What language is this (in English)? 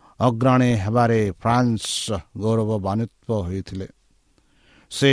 Odia